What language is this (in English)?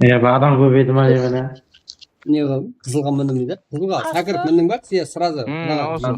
Kara-Kalpak